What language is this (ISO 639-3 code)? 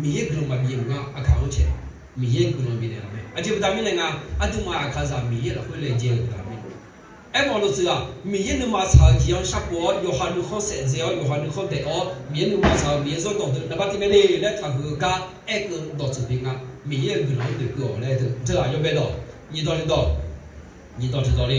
ahk